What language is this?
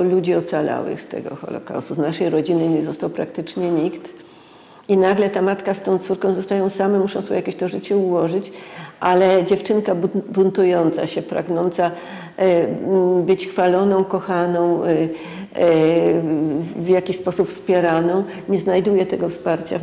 Polish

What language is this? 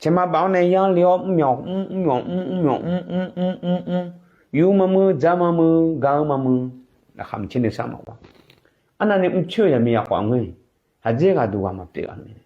Akha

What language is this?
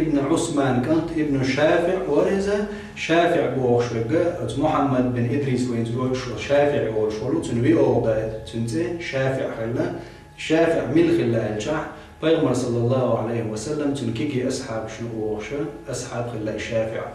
Chechen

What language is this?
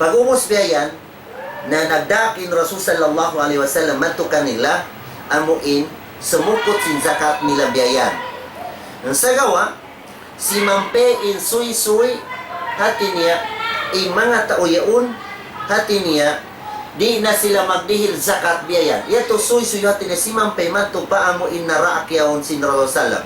Tausug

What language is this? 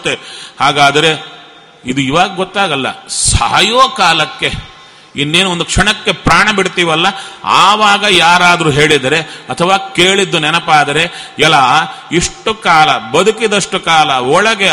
Kannada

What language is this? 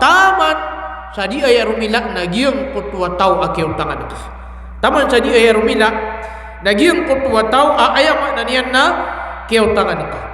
Maranao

